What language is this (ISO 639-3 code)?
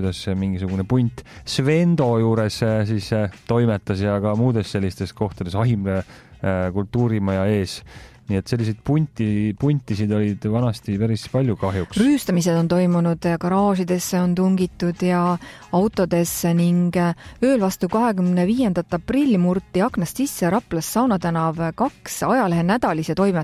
est